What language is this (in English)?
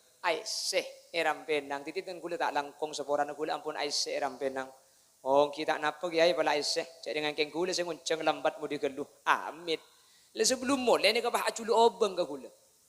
Madurese